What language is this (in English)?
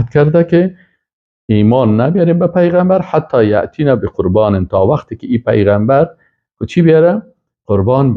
Persian